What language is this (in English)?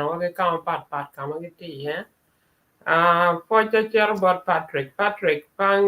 Acoli